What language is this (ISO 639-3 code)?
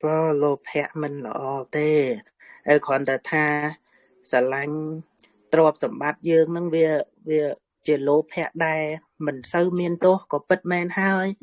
khm